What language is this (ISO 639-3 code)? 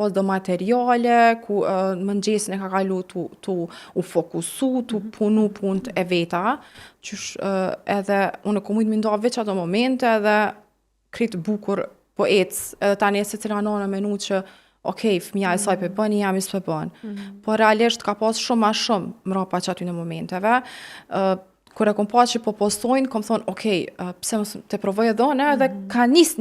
sqi